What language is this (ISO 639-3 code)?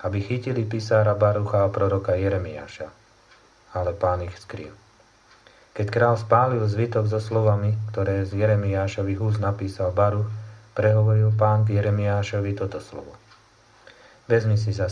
slk